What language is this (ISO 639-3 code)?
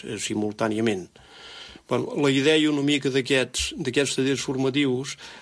cat